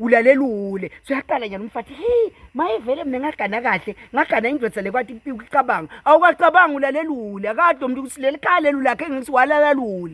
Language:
Swati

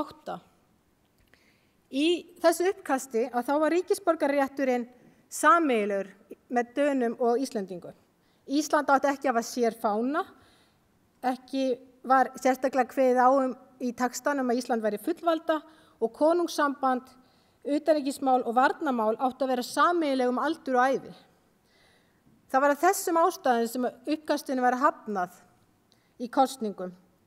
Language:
Icelandic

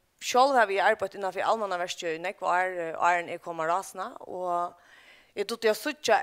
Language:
Faroese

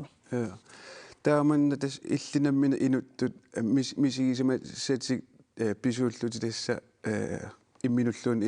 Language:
Kalaallisut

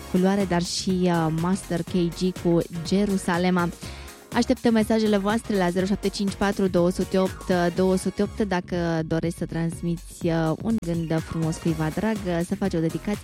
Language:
Romanian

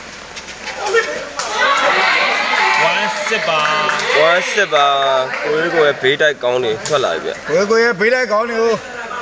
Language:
Burmese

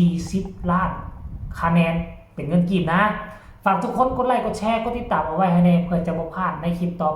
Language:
Northeastern Thai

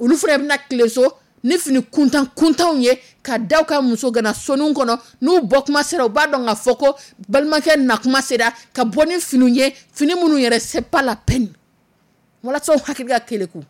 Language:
Dyula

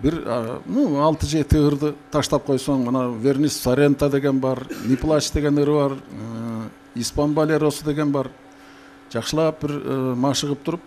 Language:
Kyrgyz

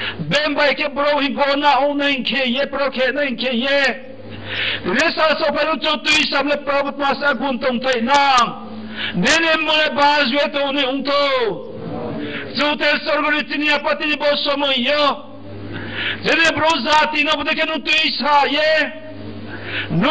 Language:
Riang (India)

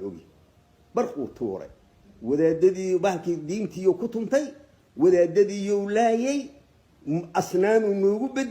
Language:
Somali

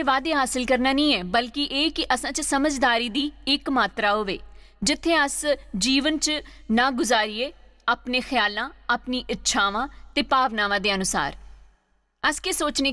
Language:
Dogri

